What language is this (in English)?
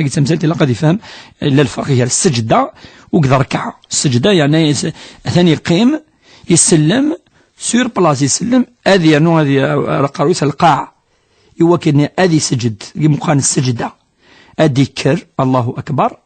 Kabyle